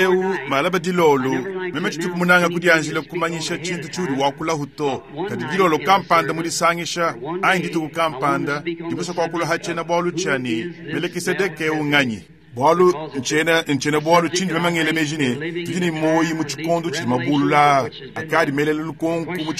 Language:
Luba-Lulua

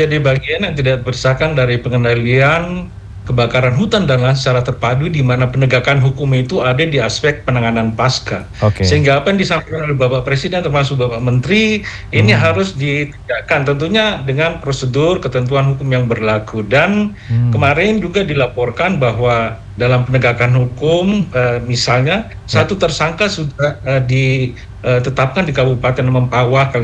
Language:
Indonesian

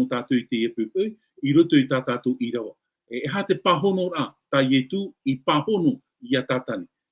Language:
Tahitian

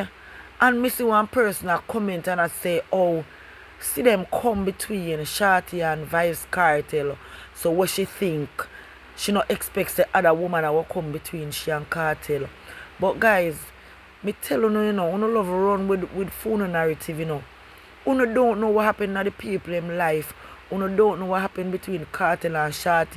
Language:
Jamaican Creole English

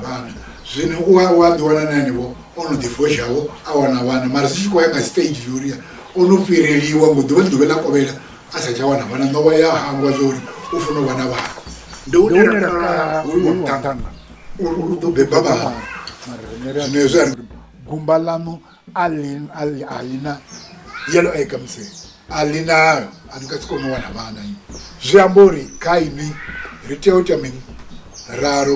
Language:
Venda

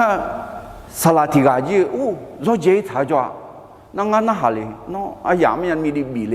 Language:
Akha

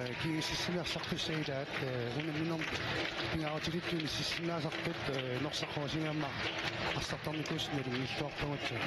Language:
Kalaallisut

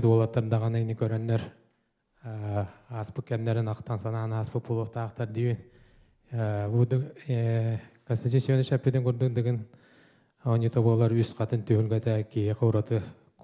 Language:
Yakut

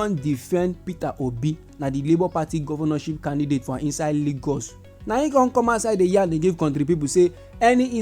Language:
Nigerian Pidgin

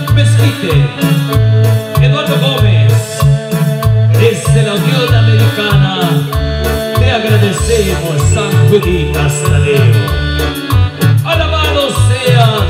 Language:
Spanish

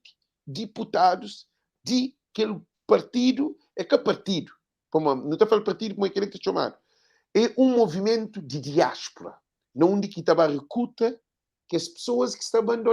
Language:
Kabuverdianu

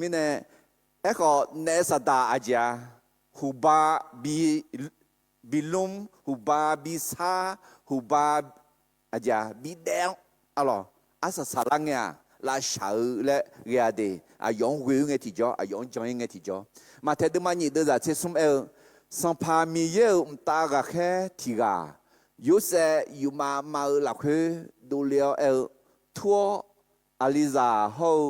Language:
Akha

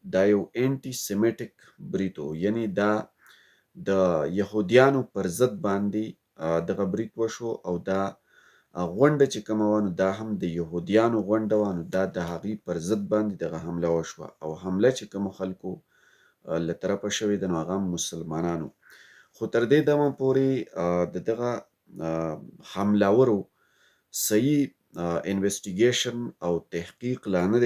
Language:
Pashto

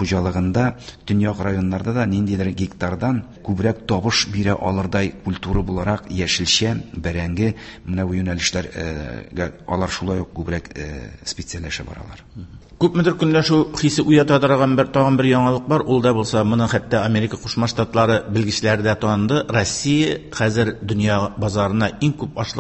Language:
Tatar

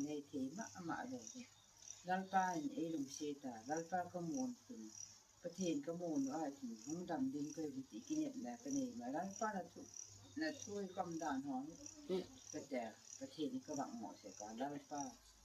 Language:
Gangte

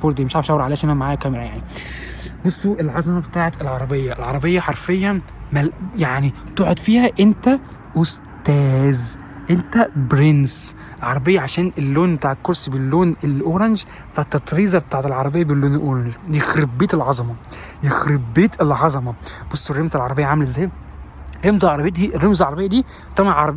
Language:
Egyptian Arabic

